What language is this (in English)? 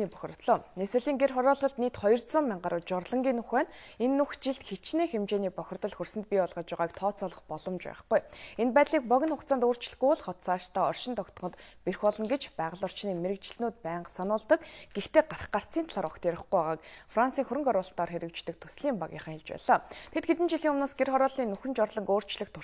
Mongolian